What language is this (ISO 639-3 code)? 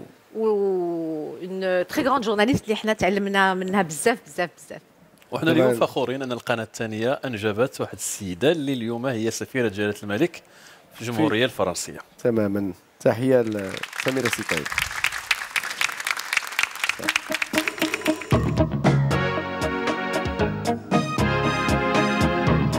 ary